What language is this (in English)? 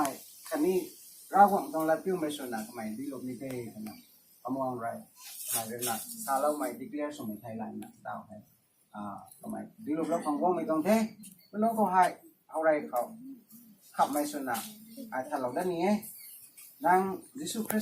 Rongmei Naga